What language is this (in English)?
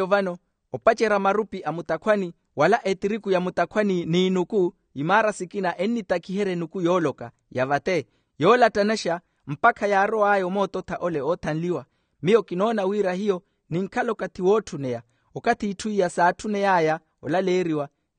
Makhuwa